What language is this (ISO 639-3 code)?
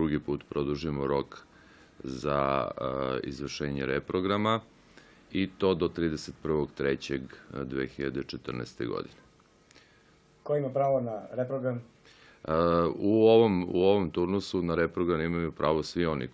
srp